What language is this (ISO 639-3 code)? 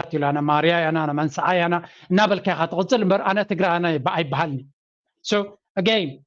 tir